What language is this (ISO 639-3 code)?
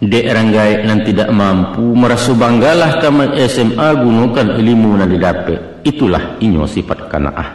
min